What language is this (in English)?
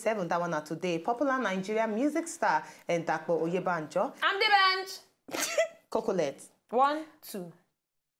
Nigerian Pidgin